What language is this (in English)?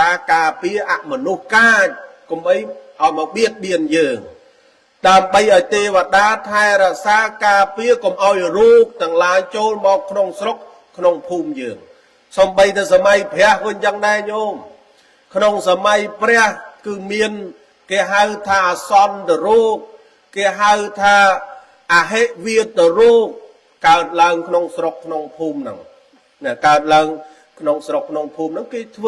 Khmer